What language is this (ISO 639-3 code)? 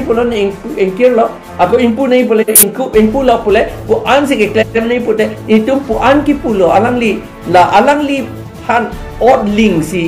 mjw